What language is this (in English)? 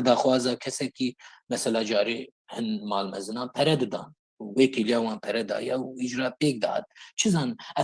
Kurdish